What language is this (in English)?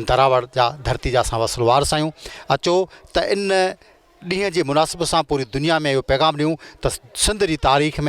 Sindhi